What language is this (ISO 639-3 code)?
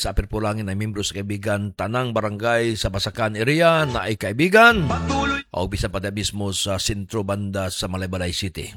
ceb